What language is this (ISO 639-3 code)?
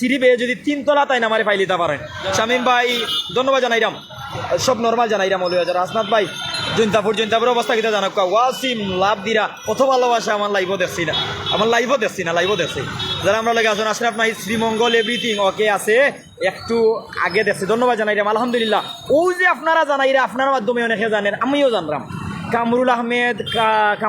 syl